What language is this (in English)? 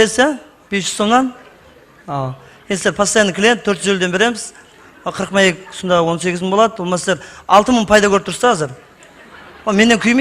Kara-Kalpak